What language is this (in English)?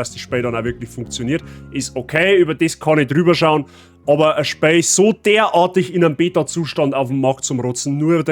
Bavarian